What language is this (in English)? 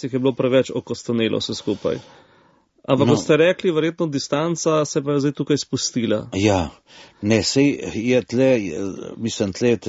Slovenian